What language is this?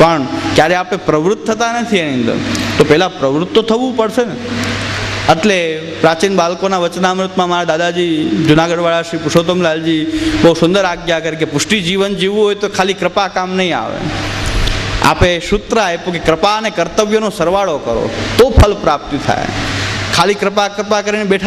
Gujarati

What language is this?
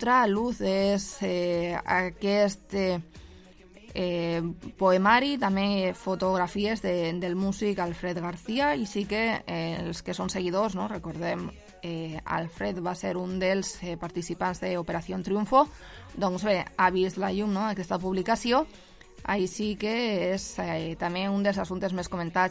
Catalan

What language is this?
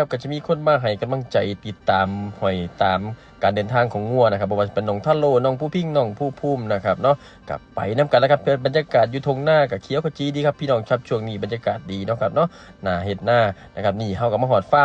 Northeastern Thai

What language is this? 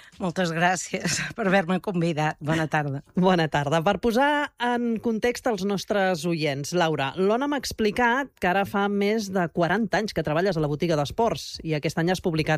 Catalan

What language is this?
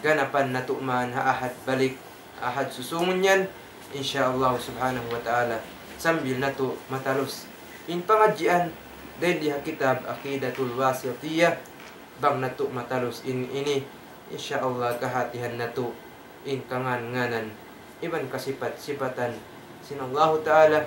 Tausug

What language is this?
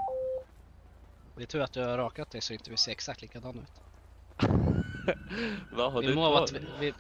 Swedish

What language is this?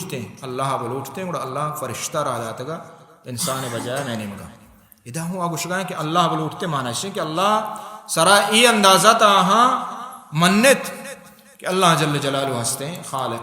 Baluchi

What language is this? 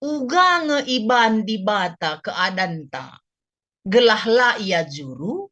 Batak Karo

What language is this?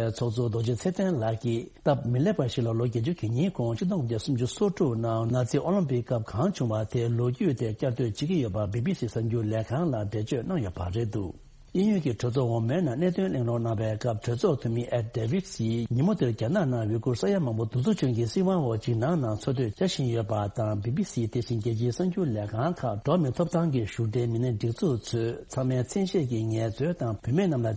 Tibetan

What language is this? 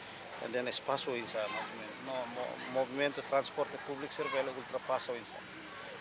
Tetum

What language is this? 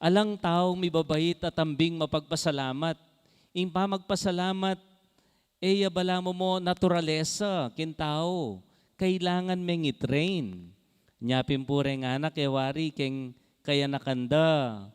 Pampanga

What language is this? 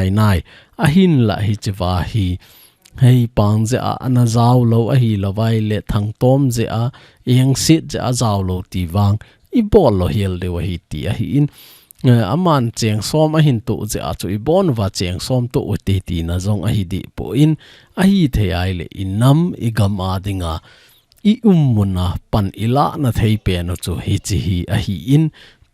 Thado Chin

